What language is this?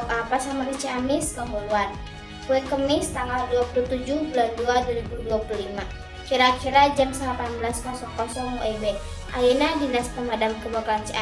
Sundanese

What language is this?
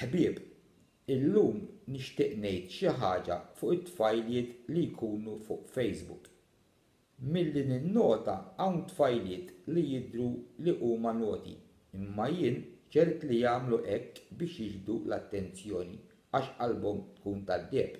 Maltese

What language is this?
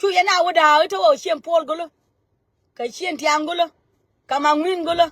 Nuer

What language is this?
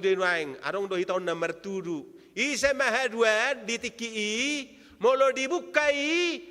Batak Toba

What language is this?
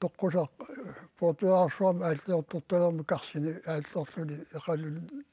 Kalaallisut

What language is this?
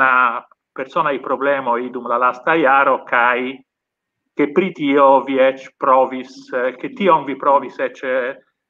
Esperanto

